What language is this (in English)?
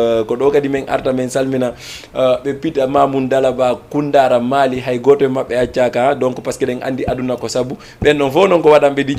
Fula